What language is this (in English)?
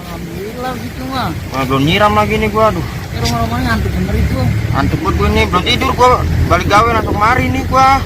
Betawi